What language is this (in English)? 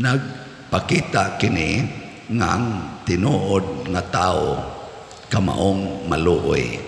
Cebuano